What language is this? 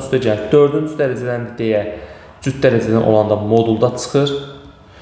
Azerbaijani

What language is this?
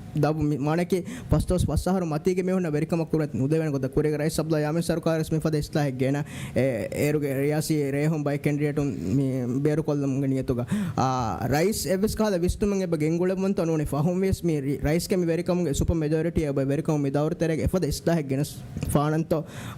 Divehi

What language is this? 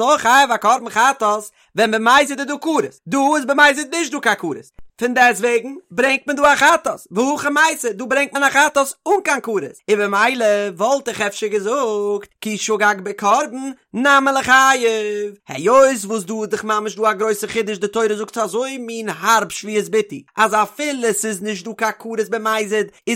Yiddish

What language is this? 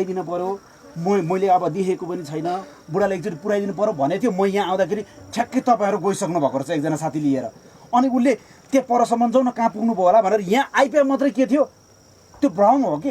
Nepali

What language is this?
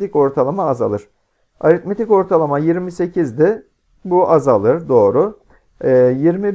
Turkish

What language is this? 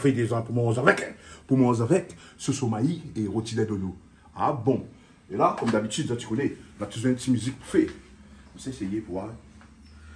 Réunion Creole French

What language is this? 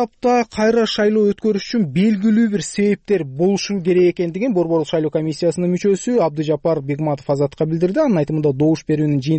Kyrgyz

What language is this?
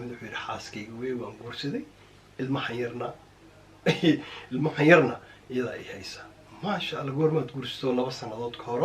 Somali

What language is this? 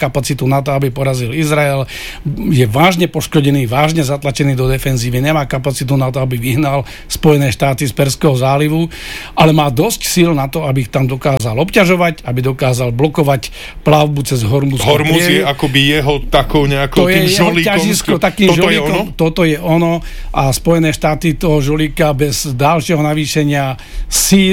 Slovak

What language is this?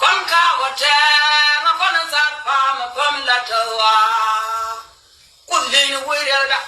Nuer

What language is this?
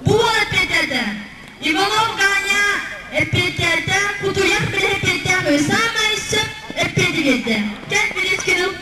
Yakut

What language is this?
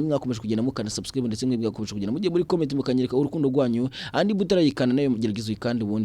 Kinyarwanda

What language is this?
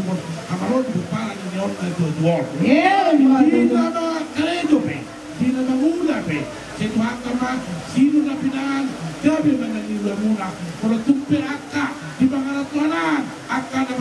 Batak Toba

